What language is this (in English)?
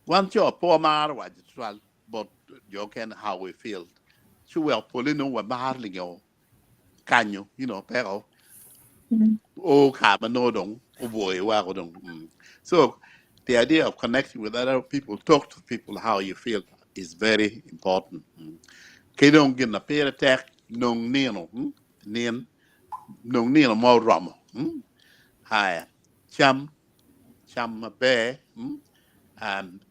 Acoli